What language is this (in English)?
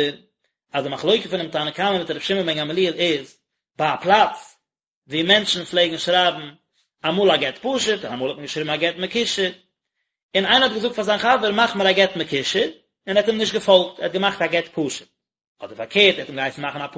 Yiddish